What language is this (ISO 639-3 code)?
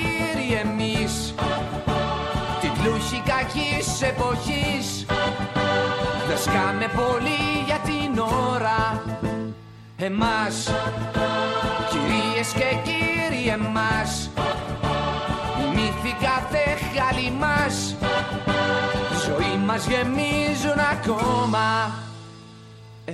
ell